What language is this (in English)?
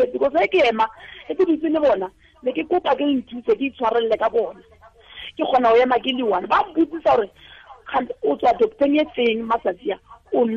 Tswana